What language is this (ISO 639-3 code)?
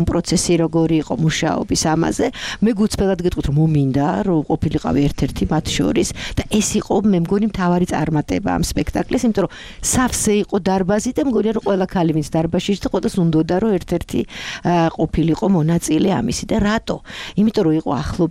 kat